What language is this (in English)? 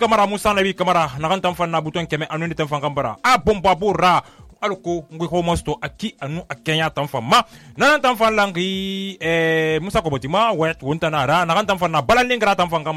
Susu